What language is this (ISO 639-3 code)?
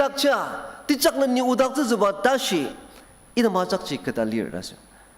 njo